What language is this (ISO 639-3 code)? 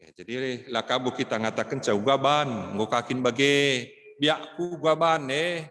btx